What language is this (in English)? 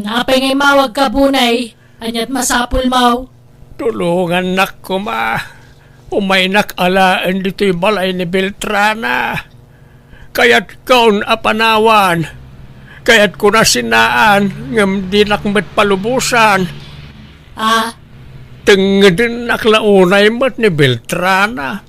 Iloko